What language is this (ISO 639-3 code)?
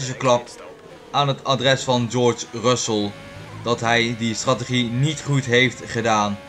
nld